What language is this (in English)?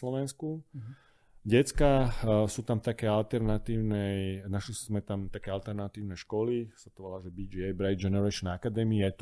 Slovak